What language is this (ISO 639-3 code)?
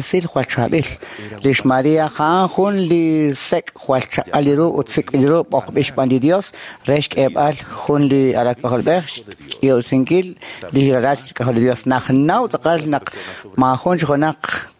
kek